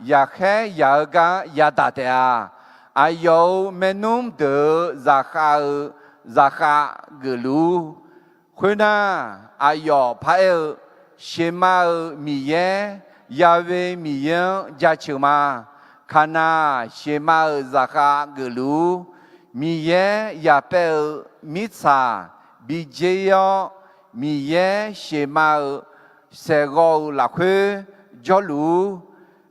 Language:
Akha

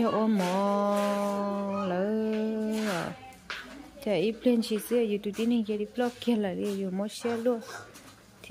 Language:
Hmong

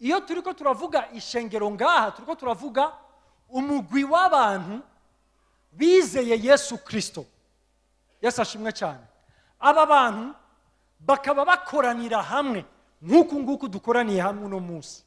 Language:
Rundi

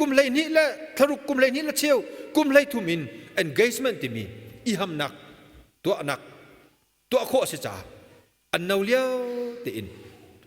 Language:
Hakha Chin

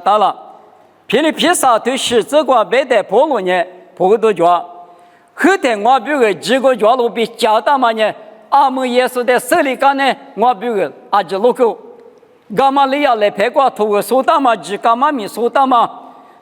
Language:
Lisu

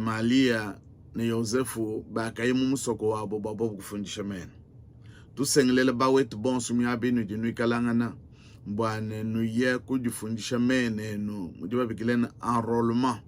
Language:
Luba-Lulua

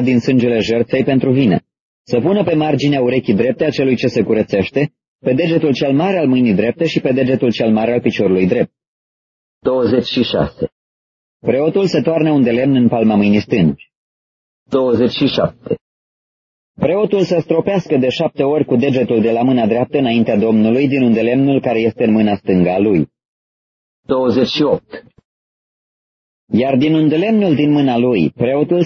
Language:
Romanian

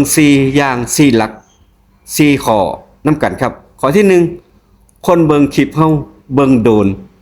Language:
Northeastern Thai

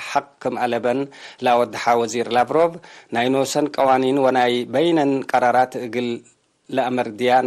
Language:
Tigre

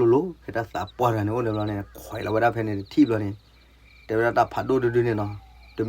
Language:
S'gaw Karen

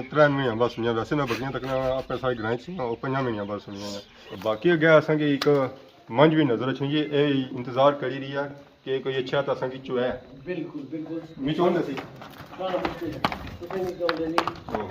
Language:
Pahari-Potwari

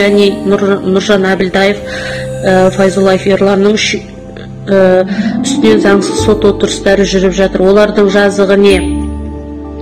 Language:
Kazakh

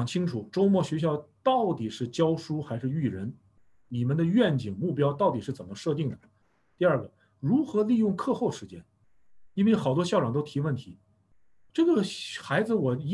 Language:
Chinese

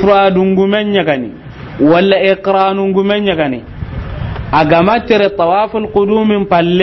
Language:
Soninke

